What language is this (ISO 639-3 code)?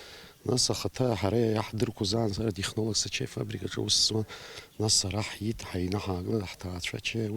abk